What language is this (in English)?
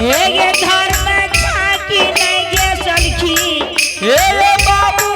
Angika